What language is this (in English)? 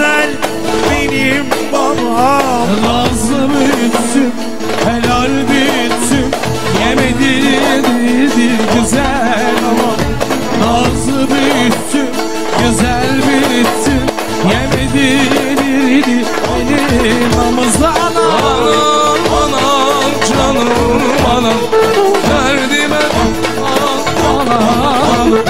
Turkish